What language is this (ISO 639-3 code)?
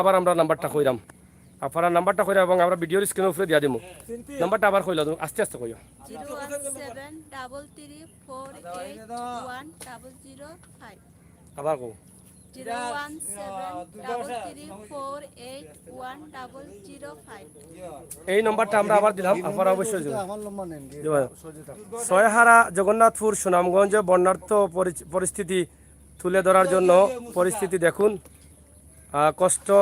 syl